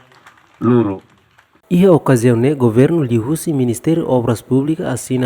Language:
Tetum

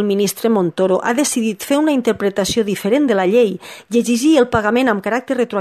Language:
Catalan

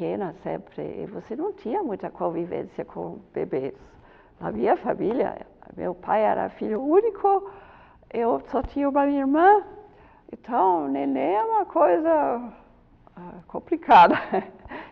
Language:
Portuguese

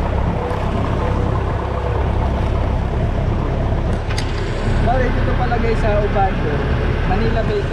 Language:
Filipino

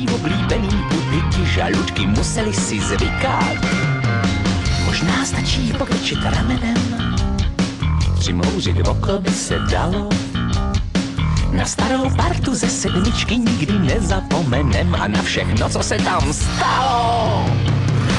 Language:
Czech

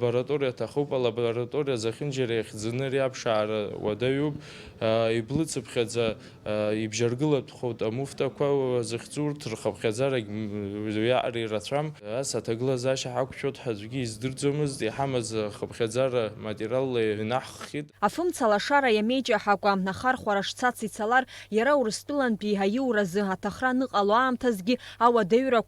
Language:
Abkhazian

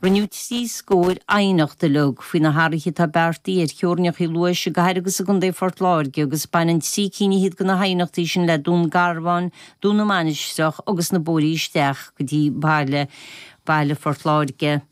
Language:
Irish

